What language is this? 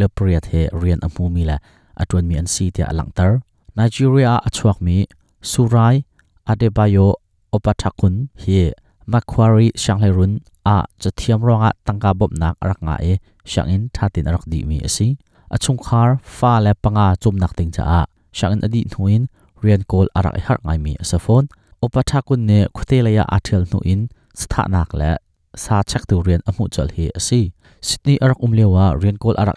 Hakha Chin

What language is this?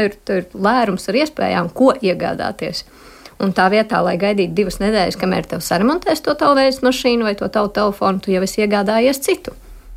Latvian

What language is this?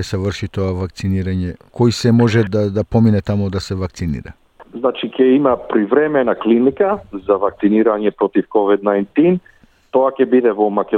Macedonian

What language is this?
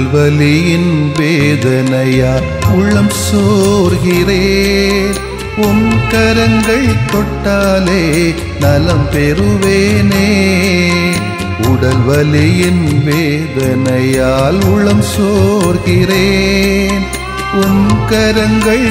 Tamil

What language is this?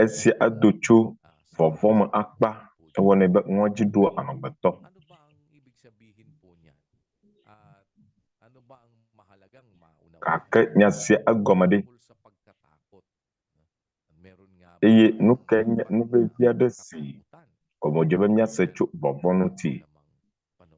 Ewe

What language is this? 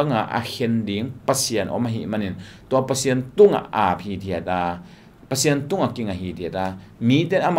Tedim Chin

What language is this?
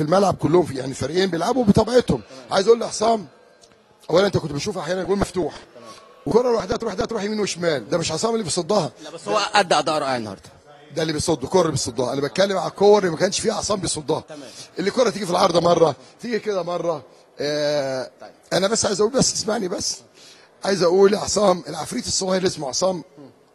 Egyptian Arabic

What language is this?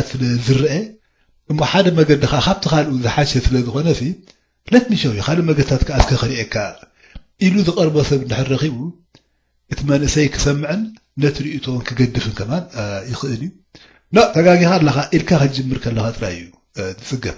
Tigrinya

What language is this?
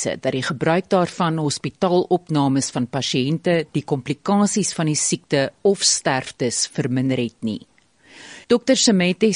Afrikaans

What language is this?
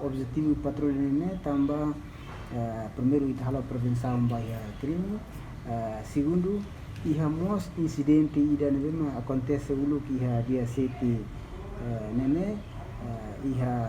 Tetum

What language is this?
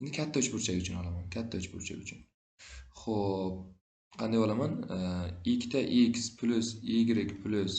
Uzbek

